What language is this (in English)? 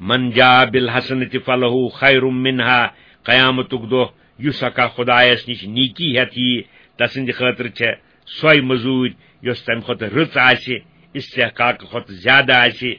Kashmiri